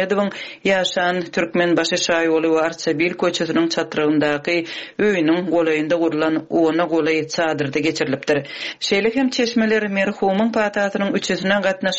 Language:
Turkmen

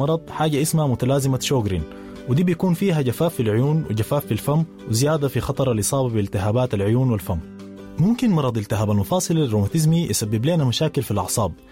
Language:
Sudanese Arabic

